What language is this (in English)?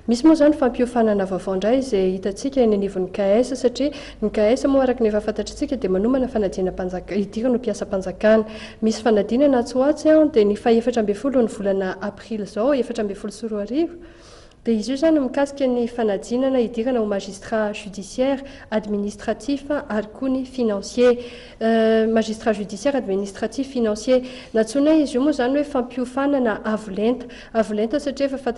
Malagasy